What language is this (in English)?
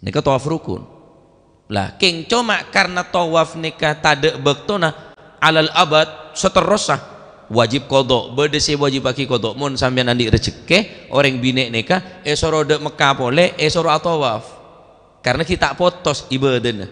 Madurese